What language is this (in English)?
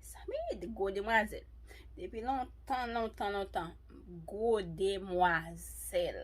Haitian Creole